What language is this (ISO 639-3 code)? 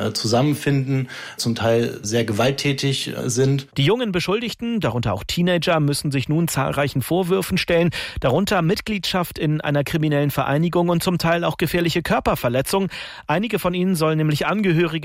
deu